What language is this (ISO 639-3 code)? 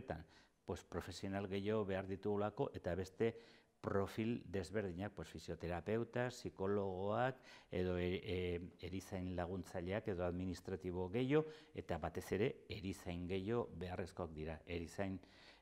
eus